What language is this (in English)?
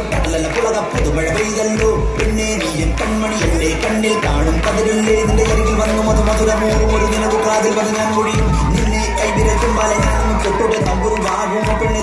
Malayalam